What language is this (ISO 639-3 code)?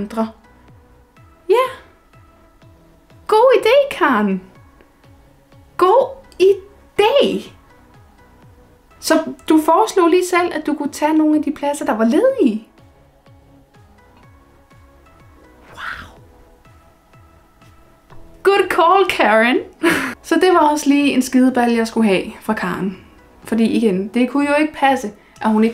dan